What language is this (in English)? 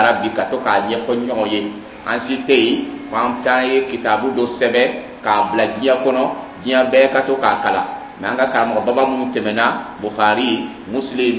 Dyula